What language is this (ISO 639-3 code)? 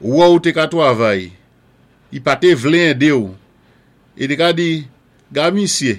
acf